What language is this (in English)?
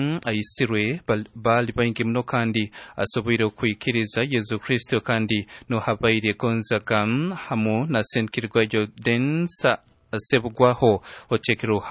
Nyankole